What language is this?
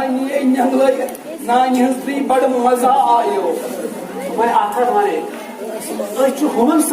Kashmiri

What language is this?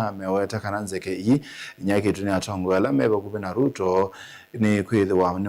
Kamba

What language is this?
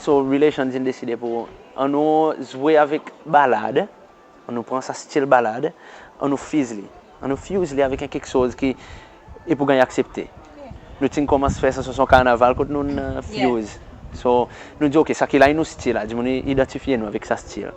Seselwa Creole French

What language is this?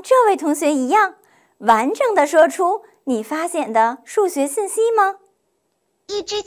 Chinese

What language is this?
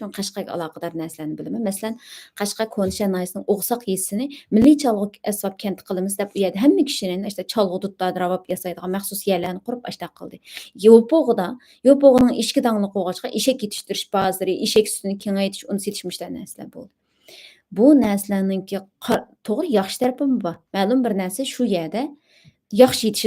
Uyghur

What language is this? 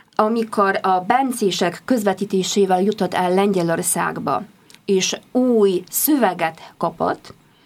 Hungarian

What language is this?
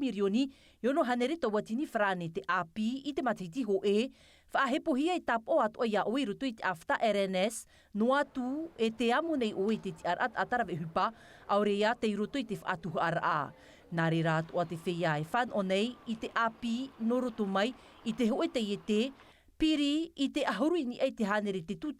Tahitian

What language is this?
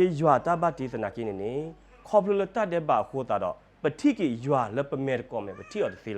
S'gaw Karen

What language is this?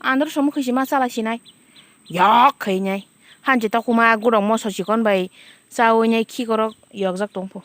Kok Borok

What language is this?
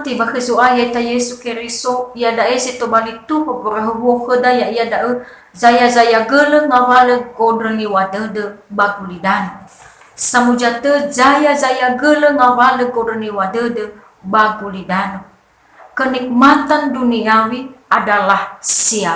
Nias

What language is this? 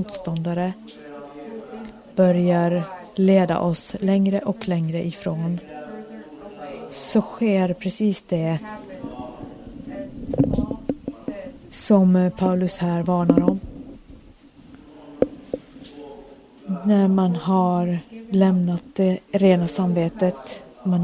Swedish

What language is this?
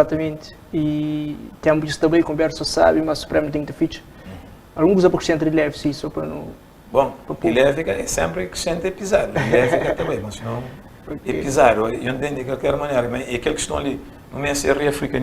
Kabuverdianu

